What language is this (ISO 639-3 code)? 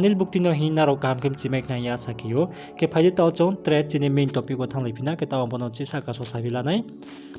ria